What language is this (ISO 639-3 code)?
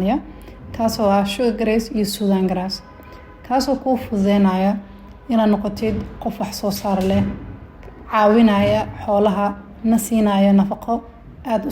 som